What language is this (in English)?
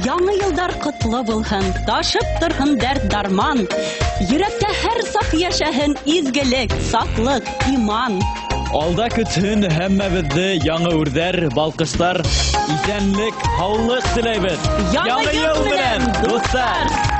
Bashkir